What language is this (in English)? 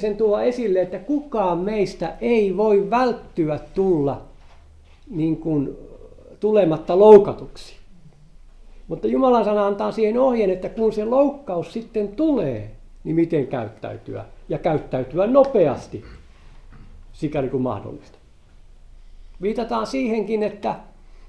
Finnish